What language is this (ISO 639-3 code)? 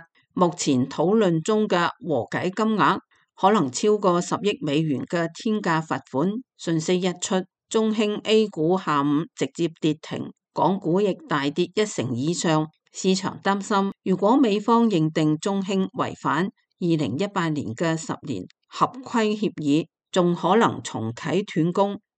yue